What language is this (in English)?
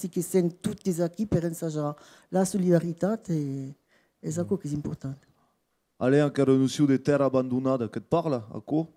Occitan